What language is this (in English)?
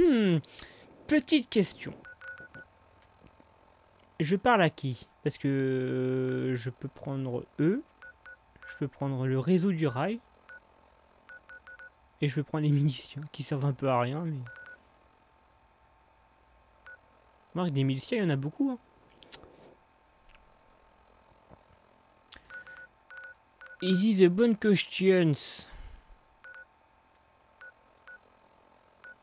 French